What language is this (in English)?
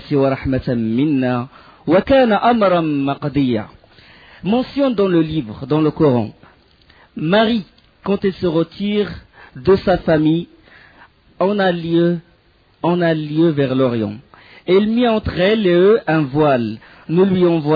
French